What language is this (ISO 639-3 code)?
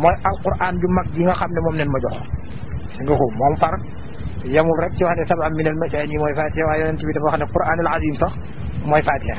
wol